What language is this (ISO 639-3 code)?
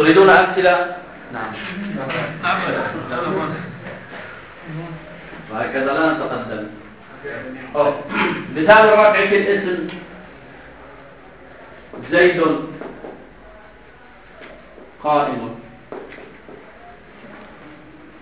ara